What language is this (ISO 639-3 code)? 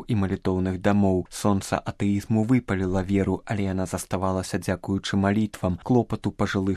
bel